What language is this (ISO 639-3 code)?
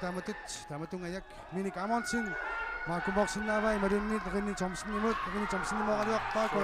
kal